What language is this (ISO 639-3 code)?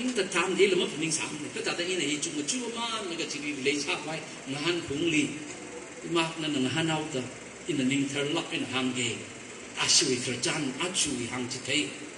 nmf